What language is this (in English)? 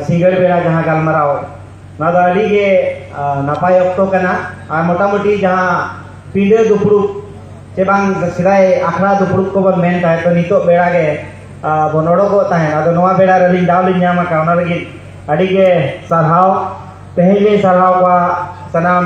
Santali